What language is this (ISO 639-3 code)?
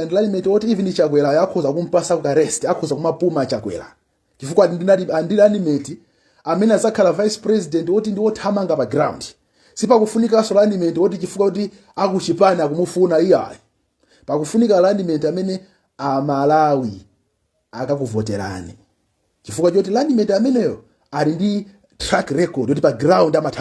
nya